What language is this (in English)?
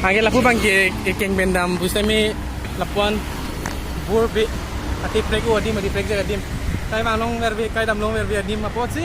Karbi